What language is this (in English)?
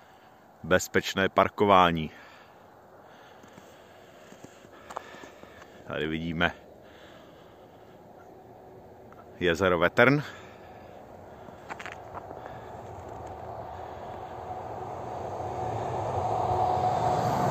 Czech